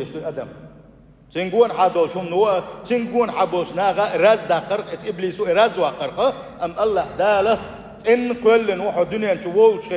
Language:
Chechen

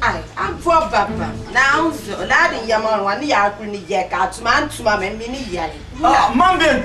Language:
Dagbani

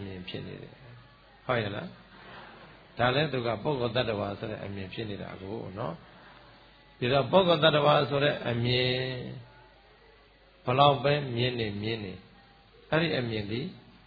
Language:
Burmese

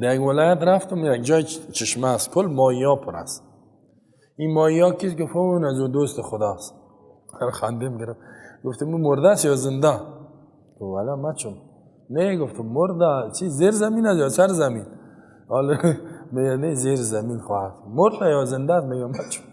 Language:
Persian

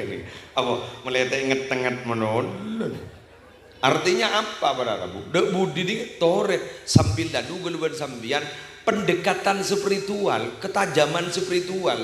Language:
Madurese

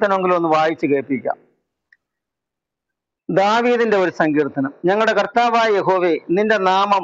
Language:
Malayalam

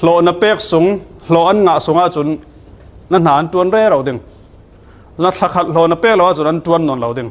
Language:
Falam Chin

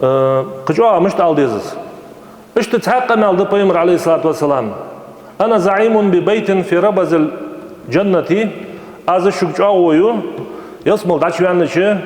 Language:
Ingush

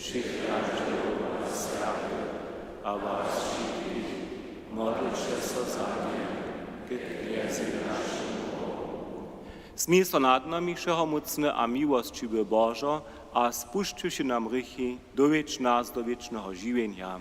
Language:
Upper Sorbian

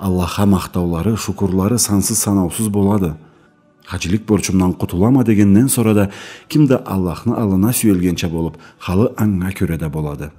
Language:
Karachay-Balkar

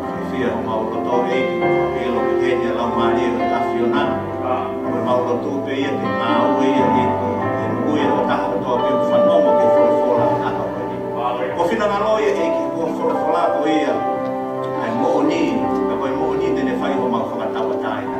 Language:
Tongan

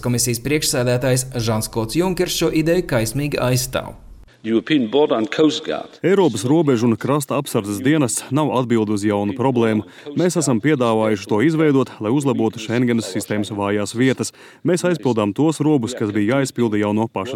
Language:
Latvian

